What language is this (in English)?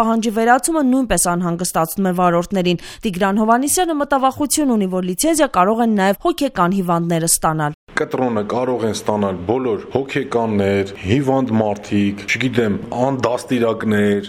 Armenian